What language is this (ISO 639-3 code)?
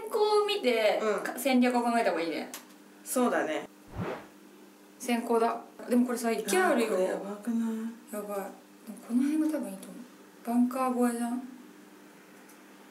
jpn